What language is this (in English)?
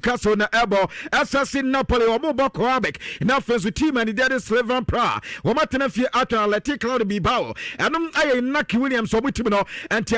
Akan